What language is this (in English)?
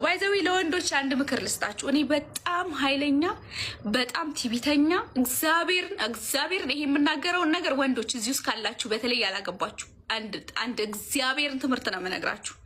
Amharic